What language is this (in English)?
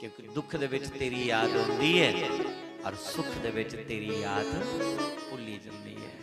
Dogri